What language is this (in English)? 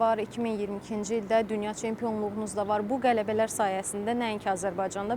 Azerbaijani